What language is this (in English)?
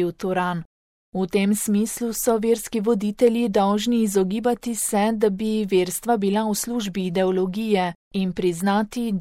Slovenian